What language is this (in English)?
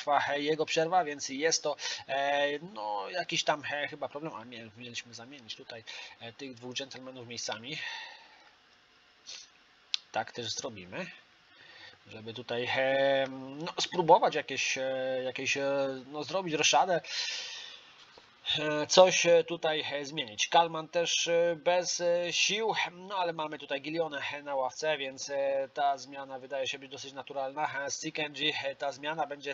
Polish